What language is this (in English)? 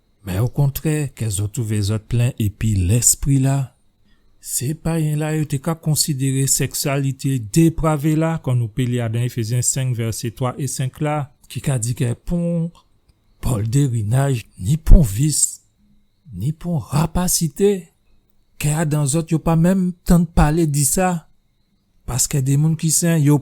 Guadeloupean Creole French